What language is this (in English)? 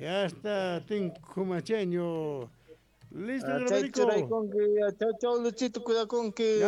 South Bolivian Quechua